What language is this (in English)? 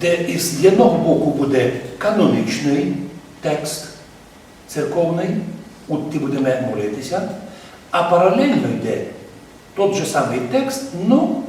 Rusyn